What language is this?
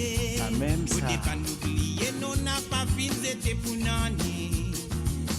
Morisyen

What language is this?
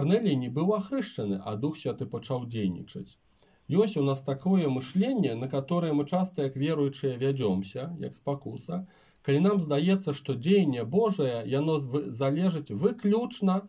Belarusian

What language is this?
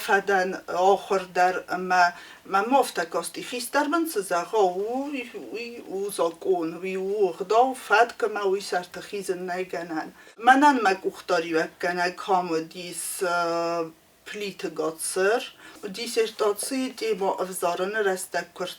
Ossetic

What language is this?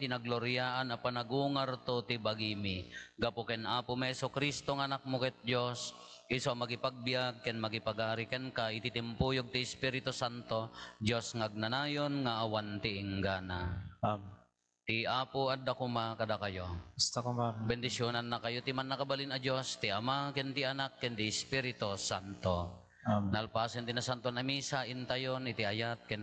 Iloko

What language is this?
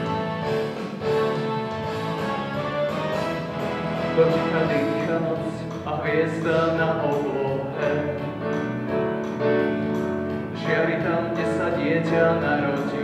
Slovak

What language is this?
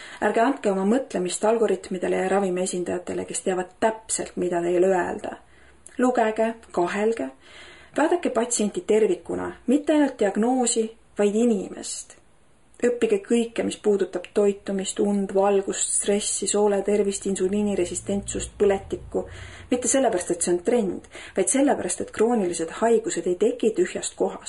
Estonian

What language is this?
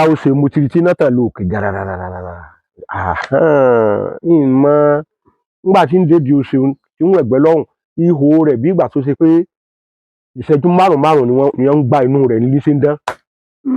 Yoruba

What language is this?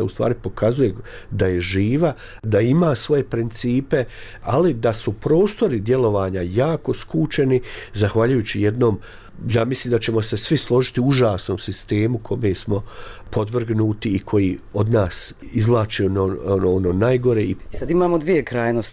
Bosnian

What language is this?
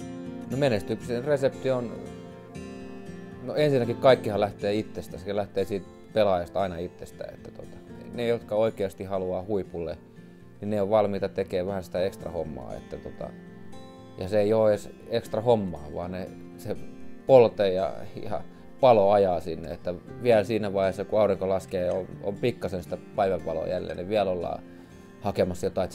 Finnish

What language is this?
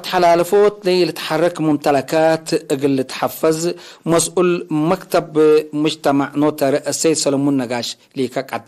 Tigre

